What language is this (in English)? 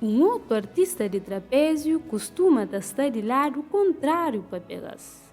Kabuverdianu